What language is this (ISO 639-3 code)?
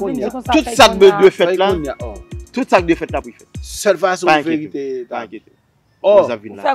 hat